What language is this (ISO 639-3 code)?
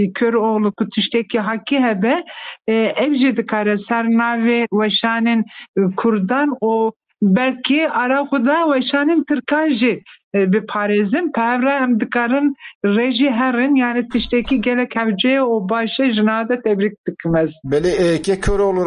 kur